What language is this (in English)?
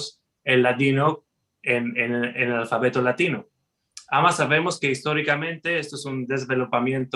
Ladino